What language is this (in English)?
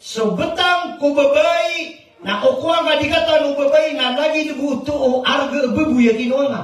Maranao